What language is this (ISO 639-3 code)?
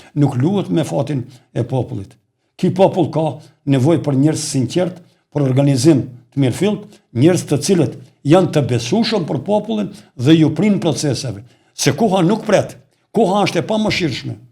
sqi